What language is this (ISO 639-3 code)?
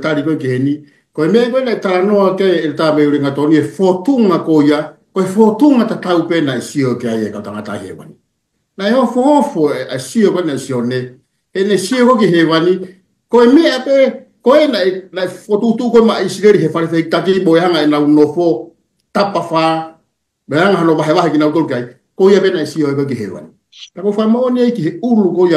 ton